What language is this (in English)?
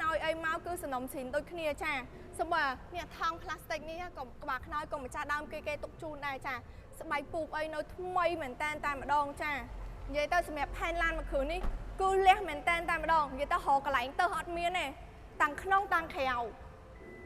Khmer